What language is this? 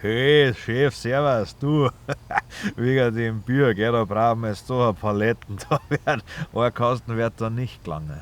Bavarian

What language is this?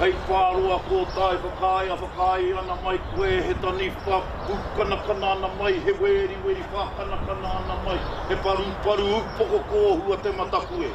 Māori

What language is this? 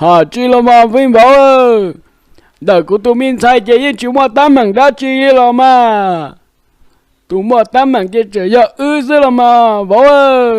Hmong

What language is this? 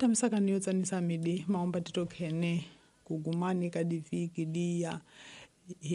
Tsonga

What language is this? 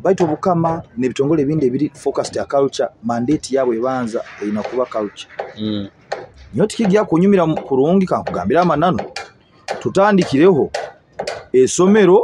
Nyoro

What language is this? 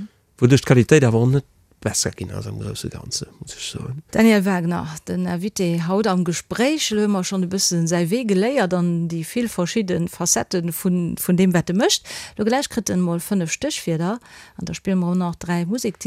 Luxembourgish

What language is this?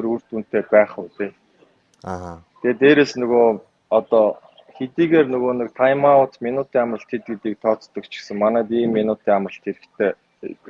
Mongolian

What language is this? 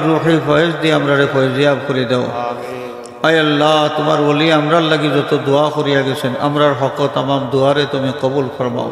Sylheti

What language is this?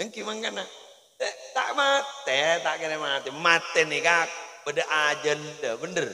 Madurese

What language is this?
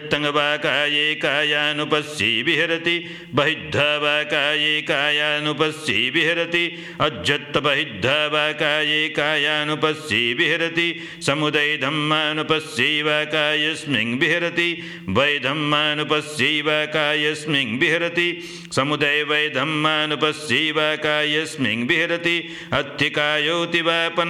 Pali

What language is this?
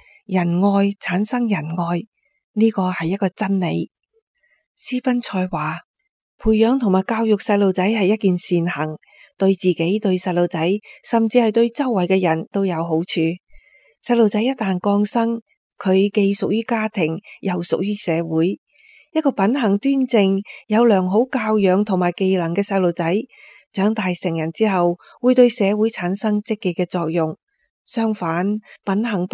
Cantonese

